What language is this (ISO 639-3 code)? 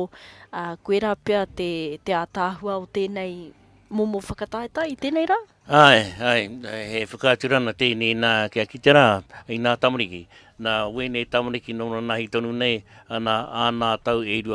mri